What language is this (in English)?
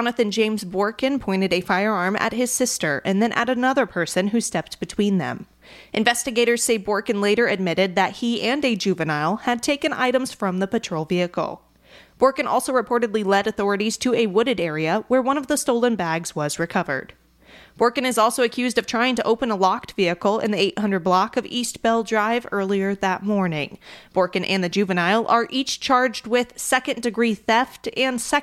English